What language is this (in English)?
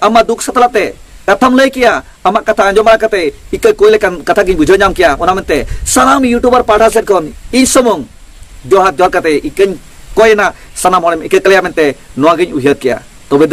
Santali